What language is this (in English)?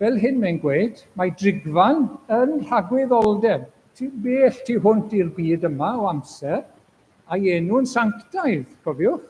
Welsh